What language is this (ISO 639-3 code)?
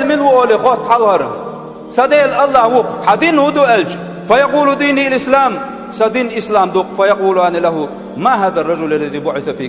che